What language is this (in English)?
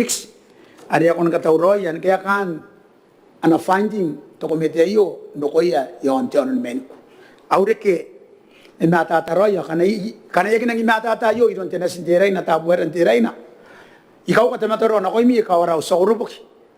Gilbertese